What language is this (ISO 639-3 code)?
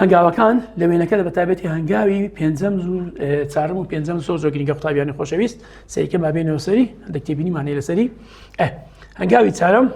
ckb